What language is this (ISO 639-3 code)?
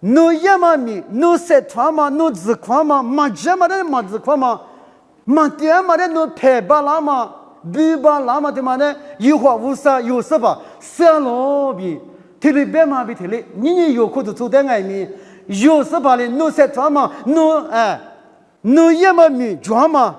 lis